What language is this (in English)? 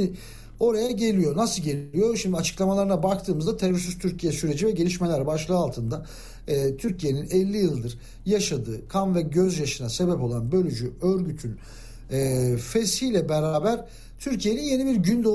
Turkish